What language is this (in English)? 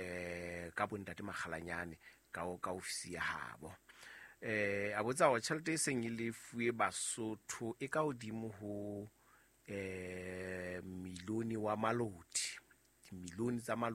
Southern Sotho